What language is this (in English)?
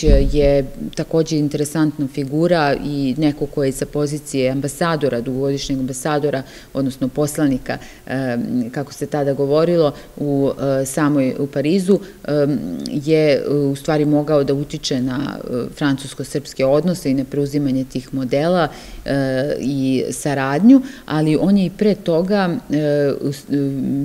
Serbian